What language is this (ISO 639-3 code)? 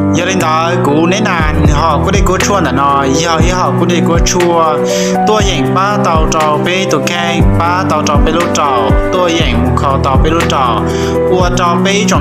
hmn